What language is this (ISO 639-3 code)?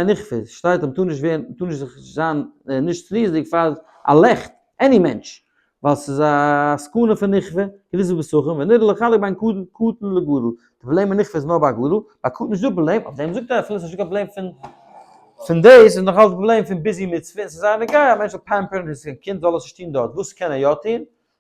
yid